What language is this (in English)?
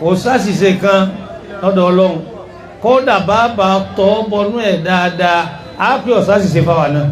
Yoruba